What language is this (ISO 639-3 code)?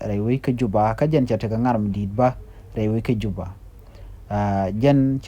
nus